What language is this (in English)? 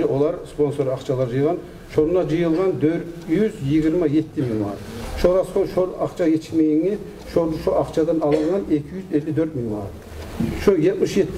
Kumyk